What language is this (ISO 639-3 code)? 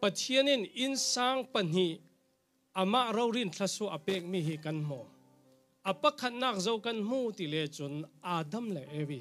cfm